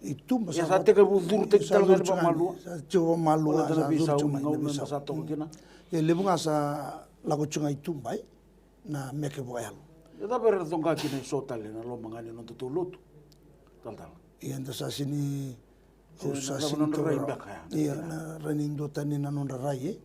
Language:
Fijian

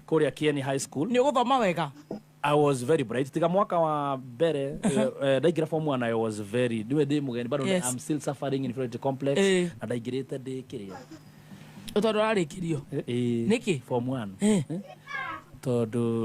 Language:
Kikuyu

